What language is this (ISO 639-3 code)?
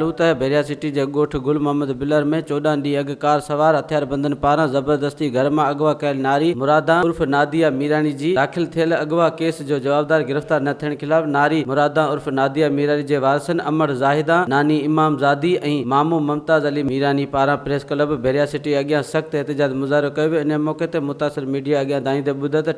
snd